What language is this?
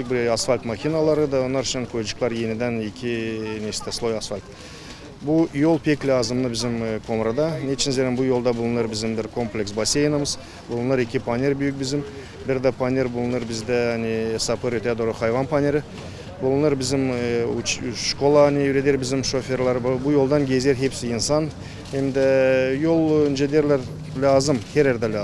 Gagauz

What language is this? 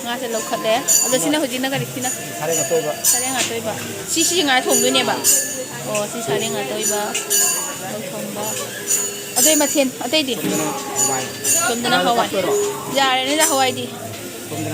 Manipuri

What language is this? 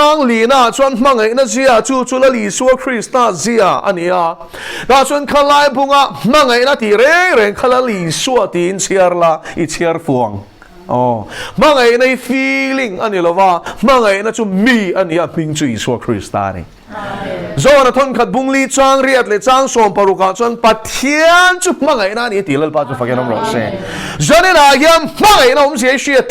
Mizo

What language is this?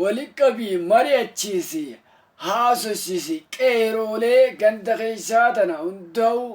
Oromo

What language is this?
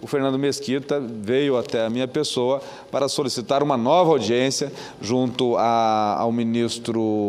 Portuguese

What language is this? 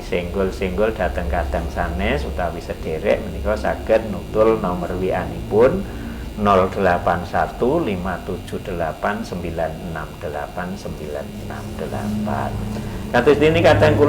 Javanese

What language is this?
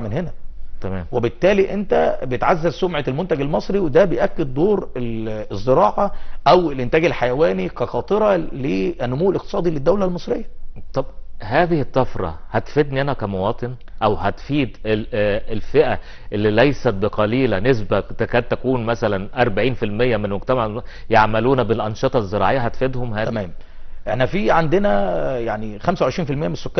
Egyptian Arabic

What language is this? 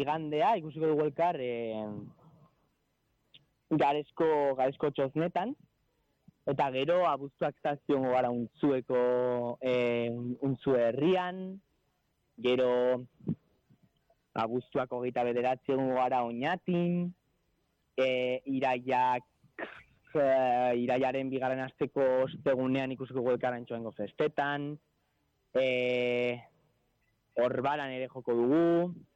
Basque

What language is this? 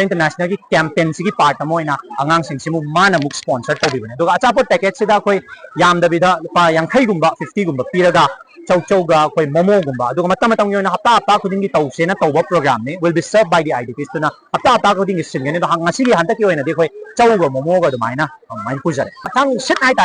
Manipuri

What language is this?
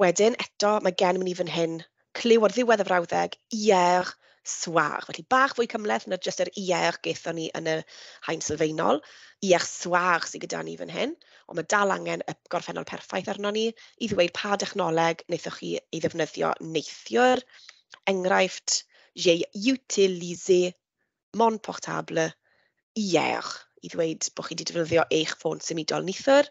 Welsh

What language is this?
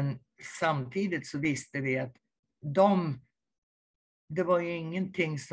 Swedish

